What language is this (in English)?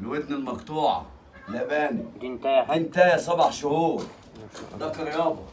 Egyptian Arabic